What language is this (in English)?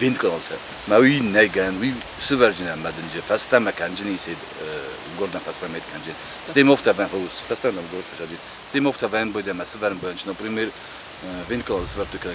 Ossetic